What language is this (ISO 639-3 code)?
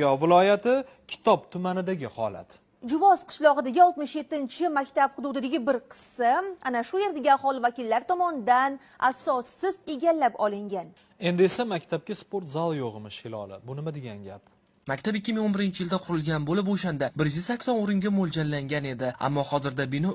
uzb